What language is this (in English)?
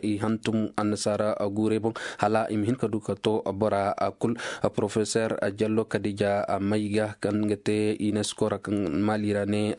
Koyraboro Senni